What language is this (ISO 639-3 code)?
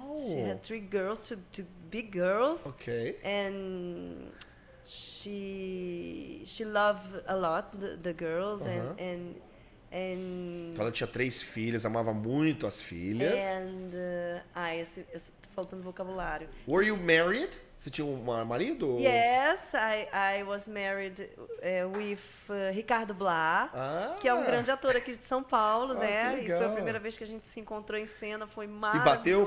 por